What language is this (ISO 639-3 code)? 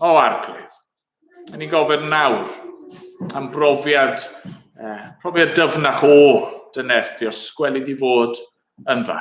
cym